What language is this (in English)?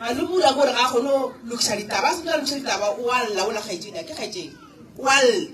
Northern Sotho